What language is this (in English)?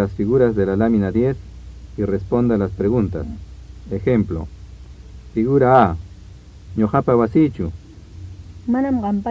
Ayacucho Quechua